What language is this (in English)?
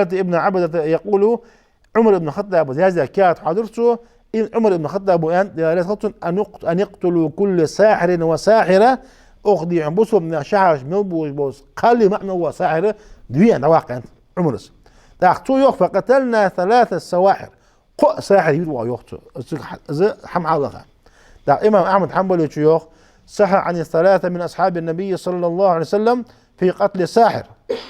Ingush